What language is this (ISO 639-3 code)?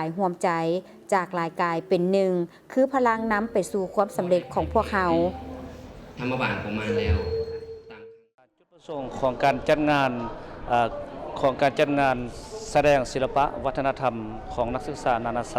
lao